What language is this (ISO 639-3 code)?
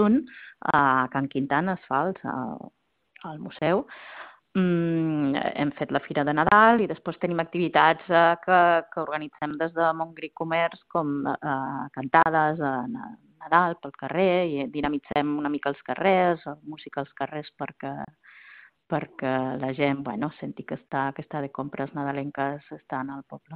cat